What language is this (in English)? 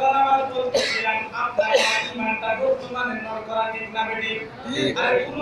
Sylheti